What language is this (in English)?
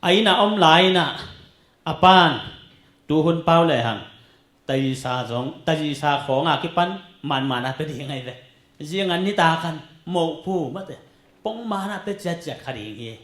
Tedim Chin